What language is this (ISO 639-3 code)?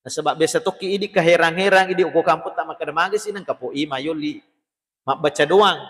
bug